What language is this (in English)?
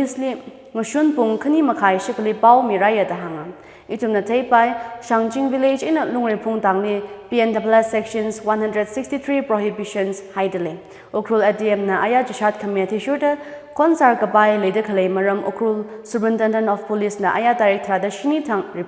Tangkhul Naga (India)